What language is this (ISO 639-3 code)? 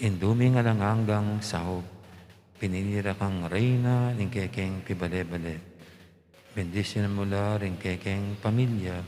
pam